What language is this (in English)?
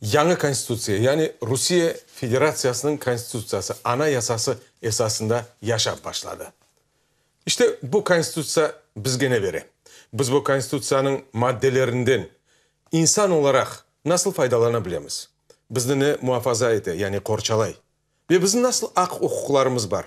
Crimean Tatar